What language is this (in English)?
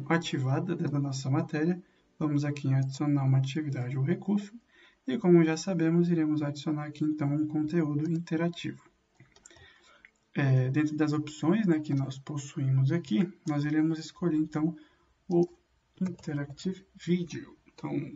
Portuguese